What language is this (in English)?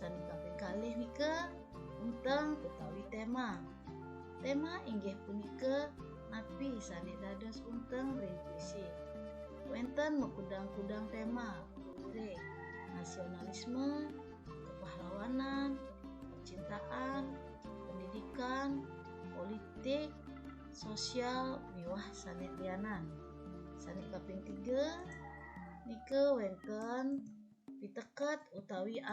Balinese